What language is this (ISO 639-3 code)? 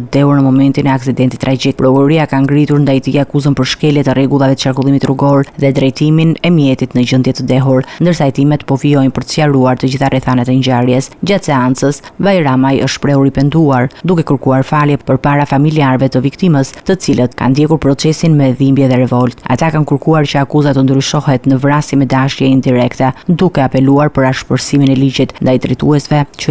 sqi